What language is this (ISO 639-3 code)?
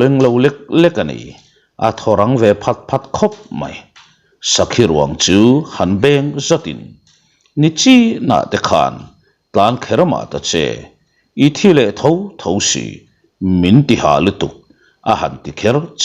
lus